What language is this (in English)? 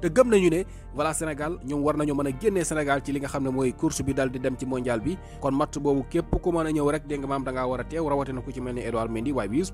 Wolof